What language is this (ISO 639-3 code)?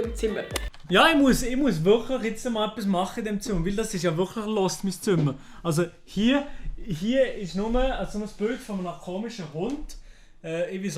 gsw